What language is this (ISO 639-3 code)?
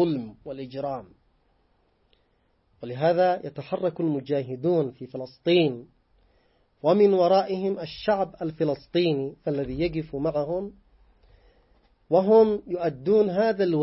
ara